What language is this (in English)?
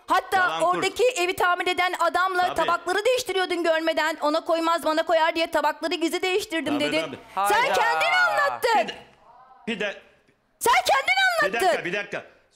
Turkish